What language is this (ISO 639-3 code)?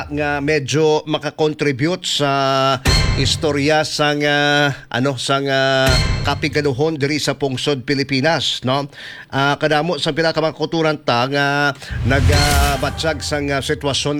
hil